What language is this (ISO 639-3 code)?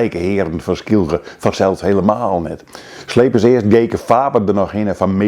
fry